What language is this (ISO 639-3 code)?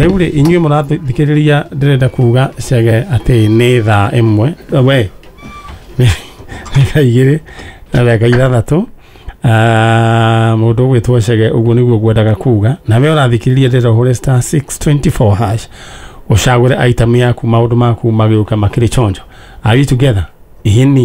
kik